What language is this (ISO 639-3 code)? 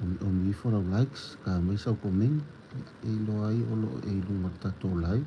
smo